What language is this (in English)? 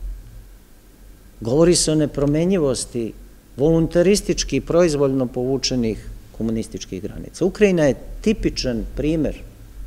Serbian